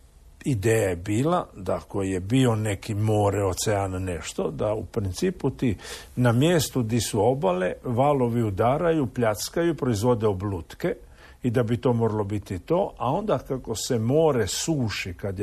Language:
Croatian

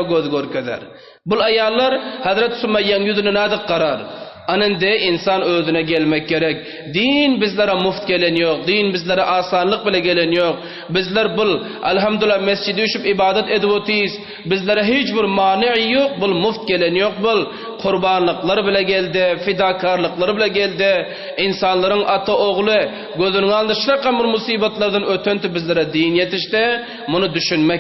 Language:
Turkmen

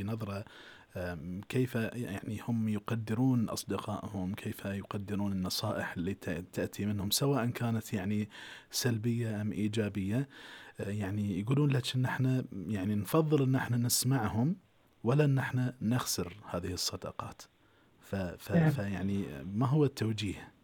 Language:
Gulf Arabic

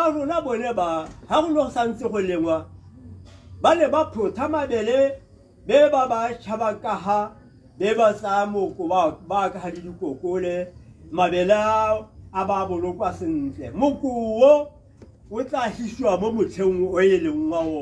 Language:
Tswana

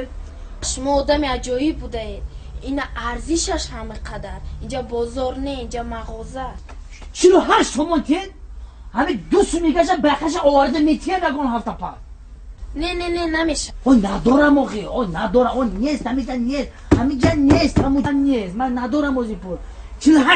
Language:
Tajik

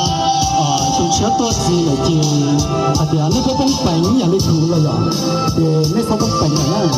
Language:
Hmong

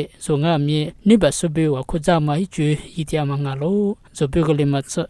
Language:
Lisu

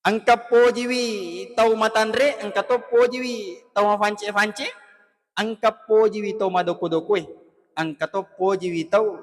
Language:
Buginese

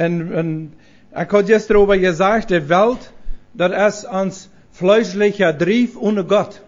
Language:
Plautdietsch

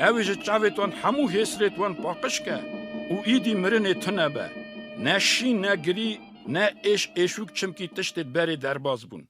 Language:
Kurdish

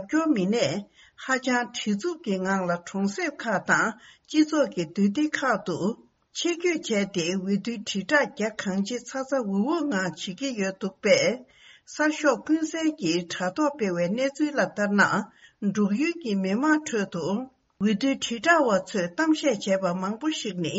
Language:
Tibetan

